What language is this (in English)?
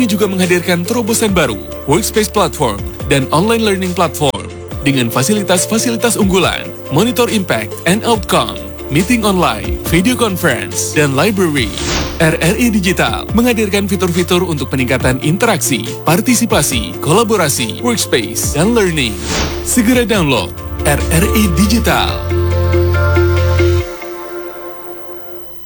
Indonesian